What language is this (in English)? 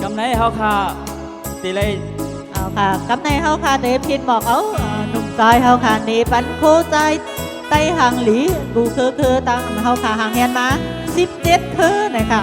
Shan